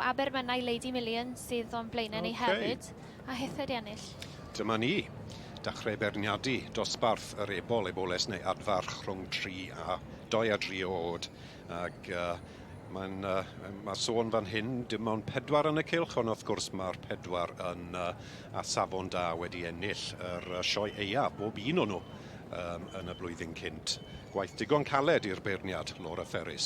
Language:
Welsh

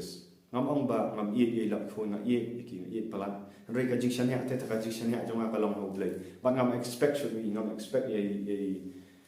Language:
Khasi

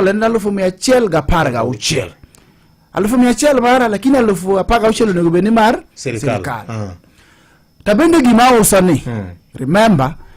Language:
Luo (Kenya and Tanzania)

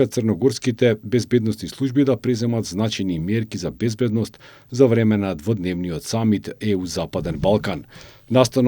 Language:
Macedonian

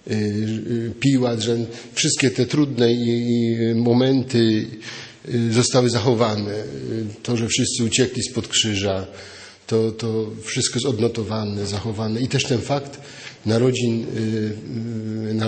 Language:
Polish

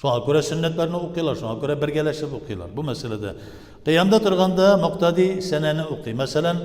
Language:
Tatar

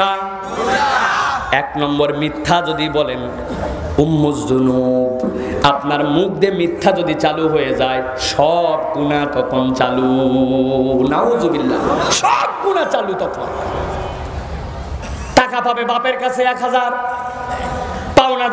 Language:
Bangla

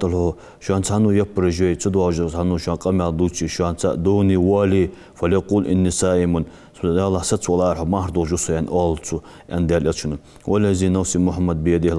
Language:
Ingush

